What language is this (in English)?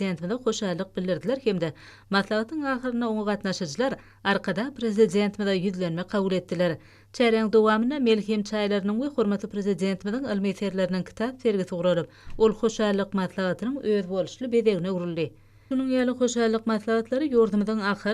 Turkmen